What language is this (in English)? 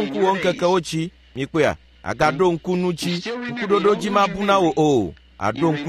Ewe